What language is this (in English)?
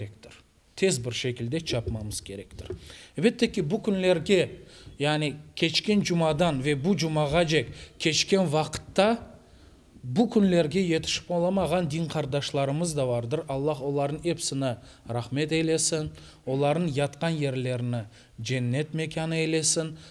Crimean Tatar